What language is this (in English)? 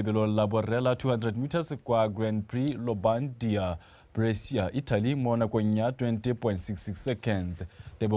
Tswana